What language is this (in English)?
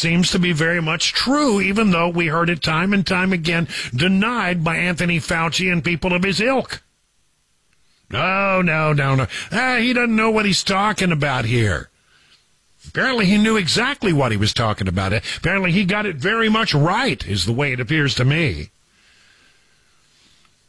English